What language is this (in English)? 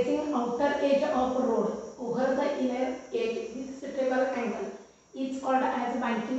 Marathi